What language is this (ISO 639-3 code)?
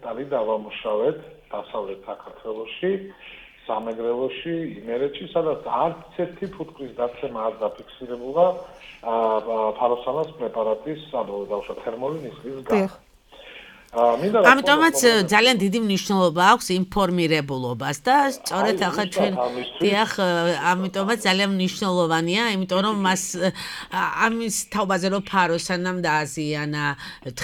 kat